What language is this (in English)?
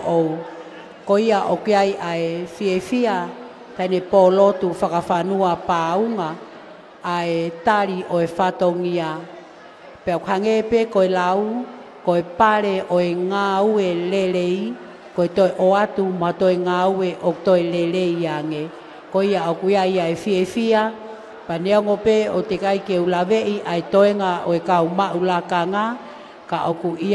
Tongan